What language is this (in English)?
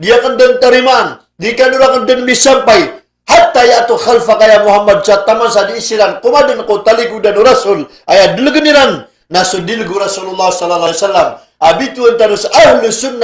Maranao